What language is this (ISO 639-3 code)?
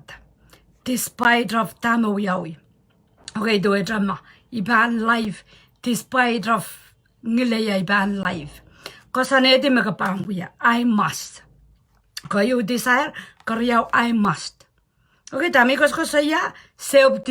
pon